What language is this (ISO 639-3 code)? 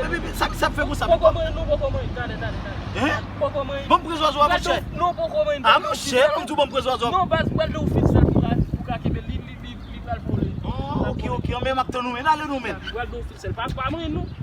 hat